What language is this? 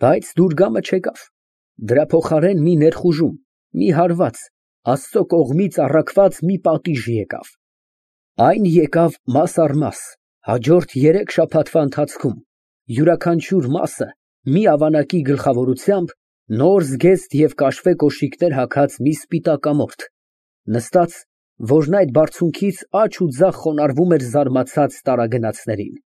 Armenian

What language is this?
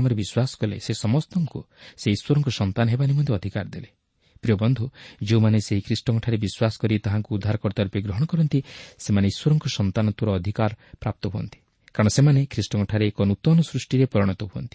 Odia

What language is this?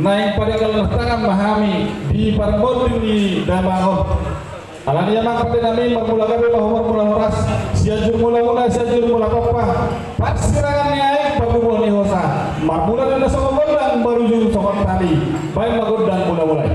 Batak Toba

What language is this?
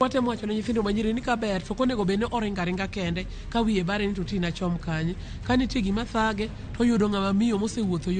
Luo (Kenya and Tanzania)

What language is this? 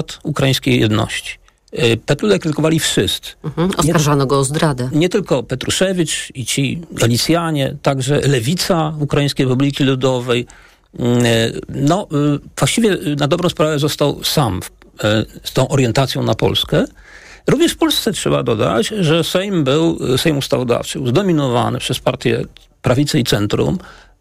Polish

